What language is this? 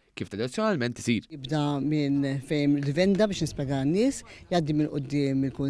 Maltese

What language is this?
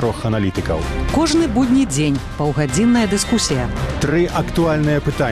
Belarusian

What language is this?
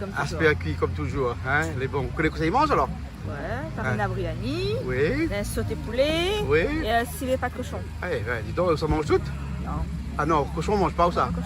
Réunion Creole French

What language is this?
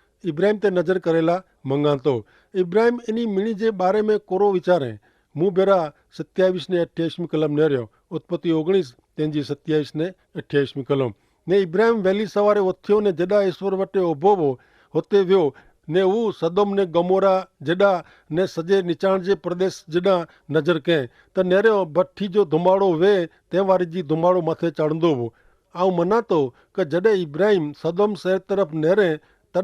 Kachhi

